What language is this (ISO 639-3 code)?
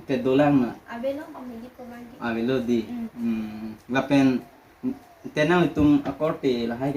mjw